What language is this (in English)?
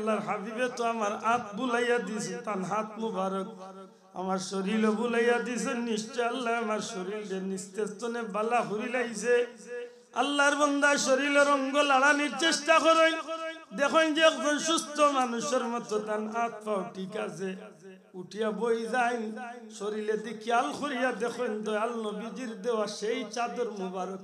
Sylheti